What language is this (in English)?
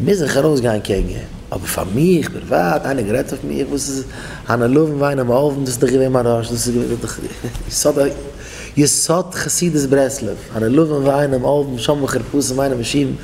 Yiddish